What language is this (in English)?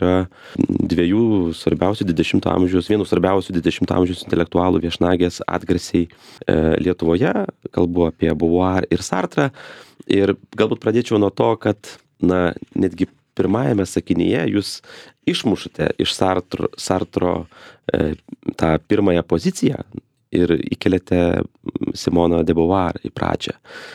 Lithuanian